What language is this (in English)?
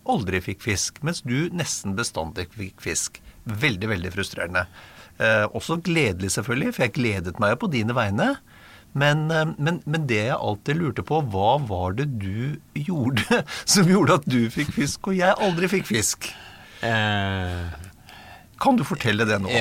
Norwegian